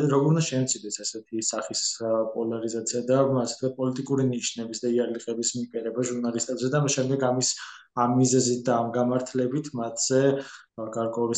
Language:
Georgian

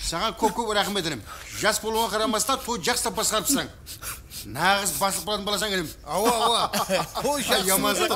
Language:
Kara-Kalpak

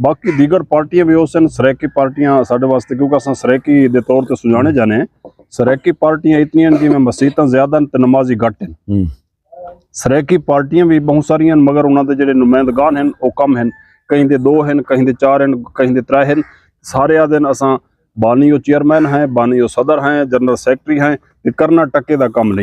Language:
Saraiki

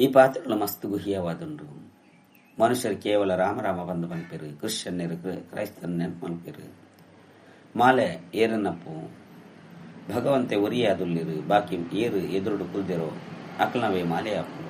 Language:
Tulu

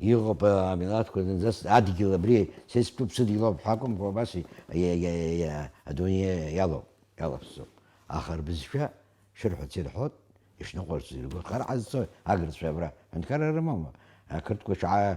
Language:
Abkhazian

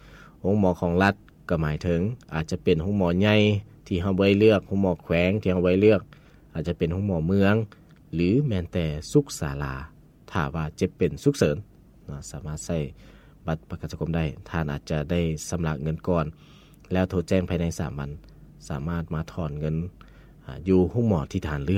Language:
Lao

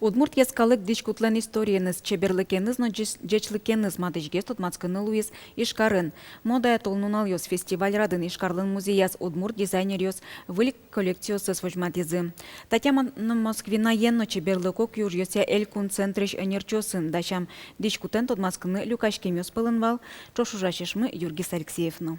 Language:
Udmurt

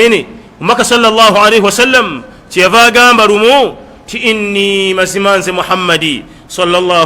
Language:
Ganda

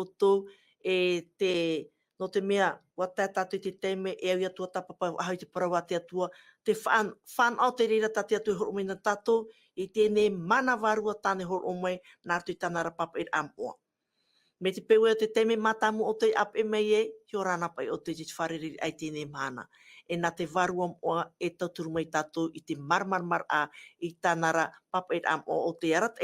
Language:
Tahitian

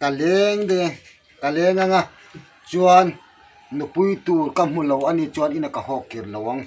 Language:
Hmar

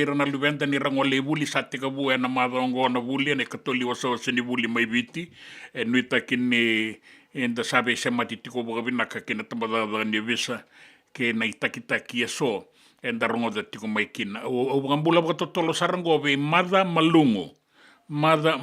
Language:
Fijian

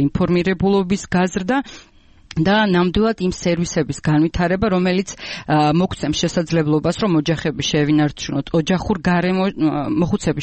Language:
Georgian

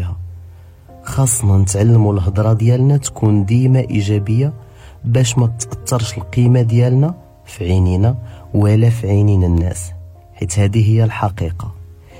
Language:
Moroccan Arabic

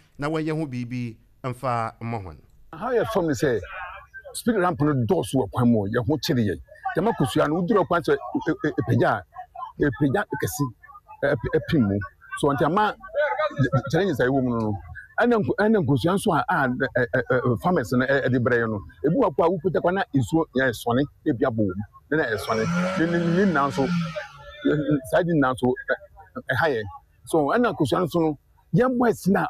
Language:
Akan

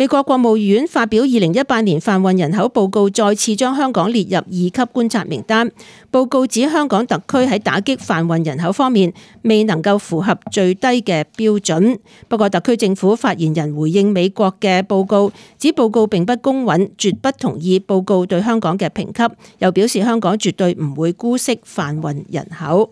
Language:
Cantonese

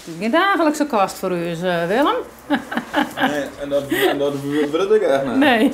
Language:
Western Frisian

